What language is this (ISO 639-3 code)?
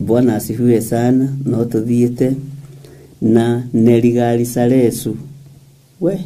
kik